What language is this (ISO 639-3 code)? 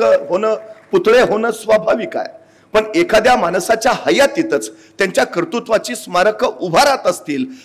mar